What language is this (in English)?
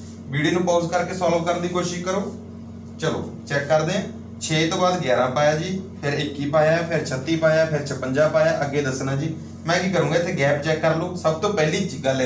Punjabi